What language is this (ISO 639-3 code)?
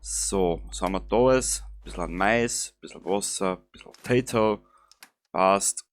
bar